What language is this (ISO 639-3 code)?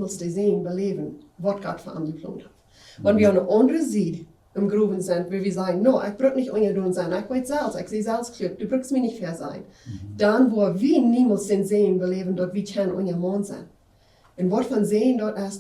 pdt